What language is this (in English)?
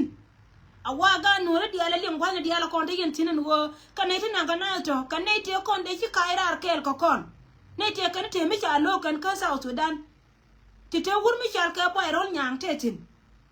Nuer